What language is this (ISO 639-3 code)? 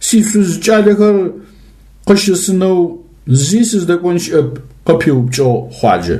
ady